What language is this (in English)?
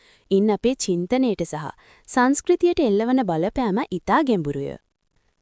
Sinhala